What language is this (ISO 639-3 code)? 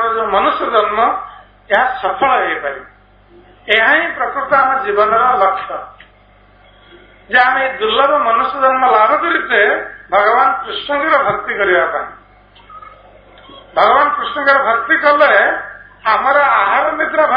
ori